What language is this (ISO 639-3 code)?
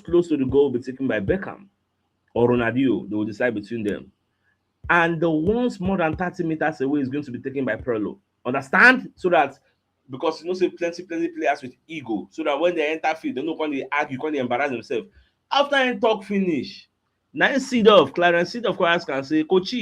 pcm